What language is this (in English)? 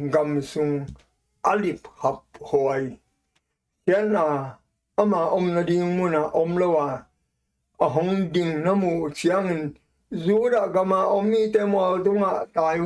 Tedim Chin